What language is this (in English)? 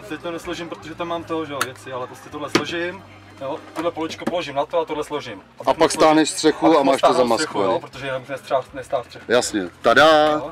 Czech